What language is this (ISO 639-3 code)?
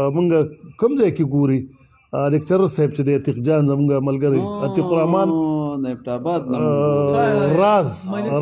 pus